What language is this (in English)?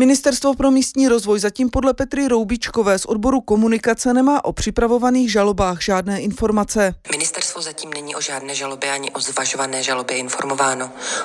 Czech